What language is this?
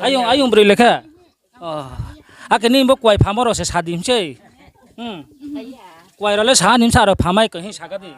Riang (India)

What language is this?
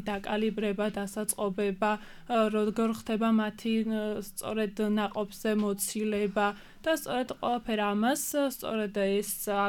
Georgian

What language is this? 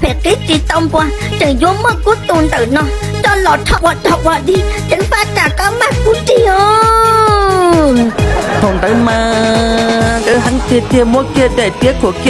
Hmong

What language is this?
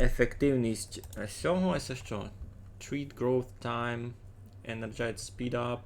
Rusyn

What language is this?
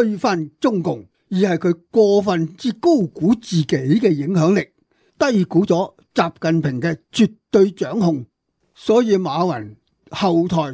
Cantonese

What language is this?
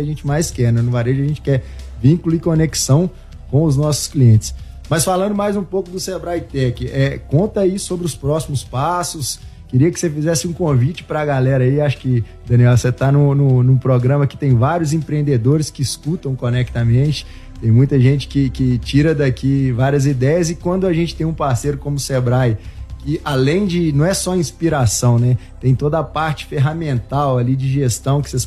Portuguese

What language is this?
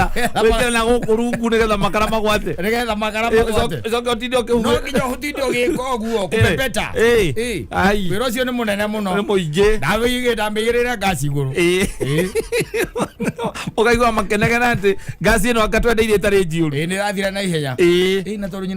Kikuyu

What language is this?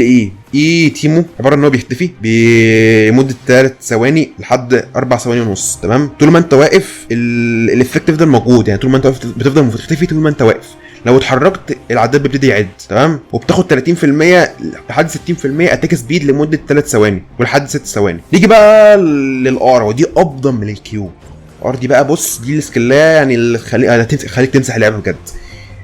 Egyptian Arabic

